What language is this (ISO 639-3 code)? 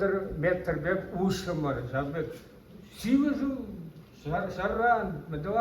chv